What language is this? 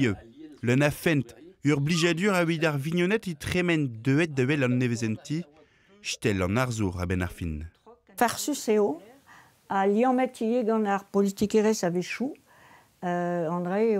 Breton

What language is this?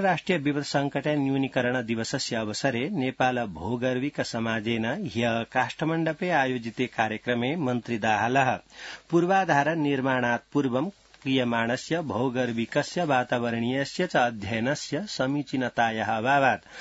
Sanskrit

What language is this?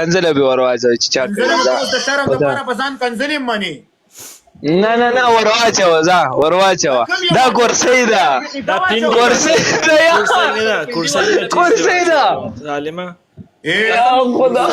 Pashto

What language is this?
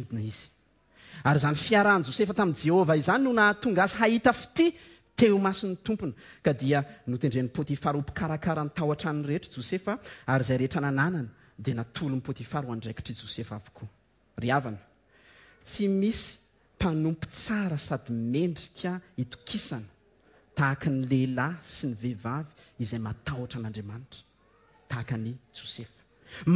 Malagasy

